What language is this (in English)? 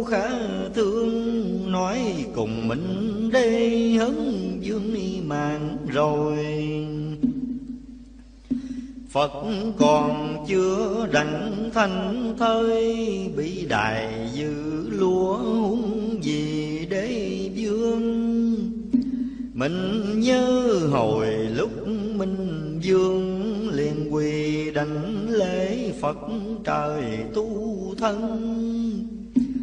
Vietnamese